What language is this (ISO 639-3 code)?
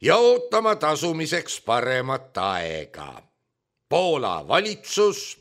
est